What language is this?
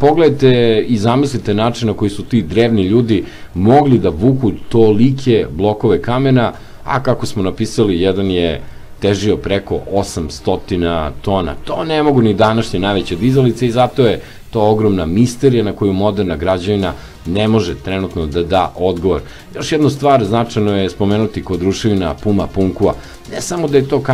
Serbian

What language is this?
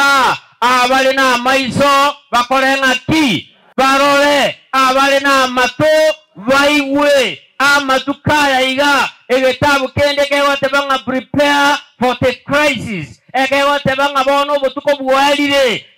Gusii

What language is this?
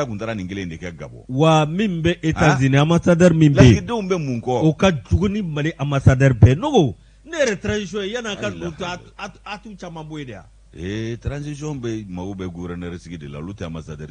Bambara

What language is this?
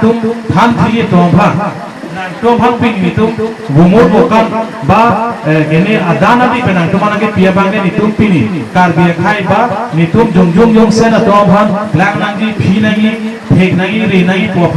Karbi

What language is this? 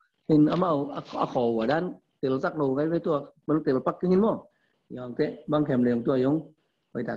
Tedim Chin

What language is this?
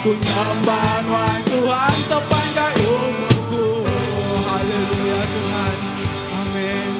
Iban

